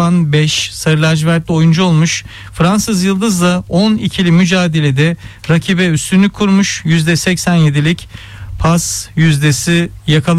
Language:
Turkish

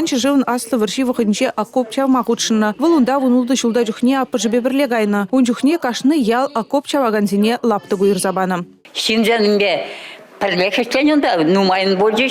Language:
Chuvash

